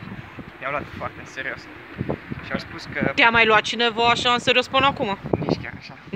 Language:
Romanian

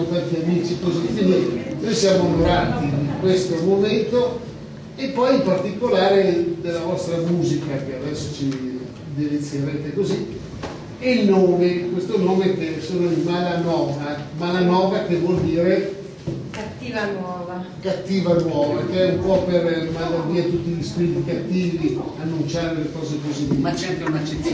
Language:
Italian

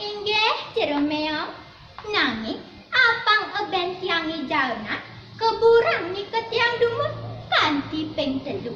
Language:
Balinese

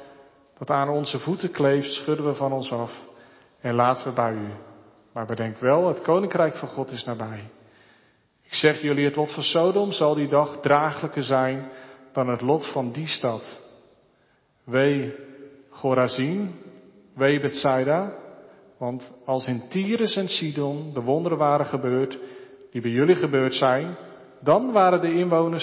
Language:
Dutch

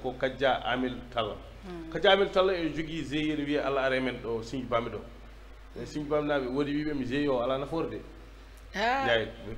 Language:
Fula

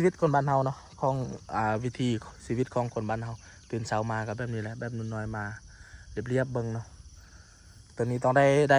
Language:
Lao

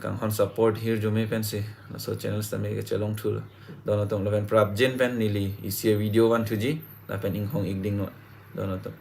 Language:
Karbi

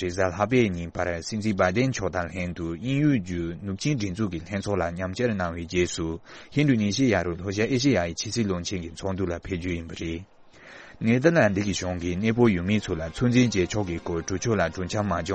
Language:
Tibetan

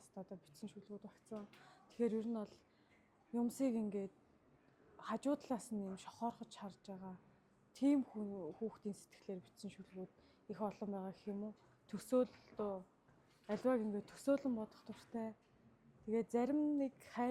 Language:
Mongolian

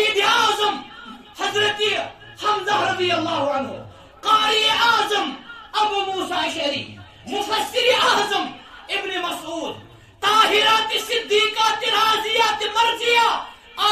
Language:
Kashmiri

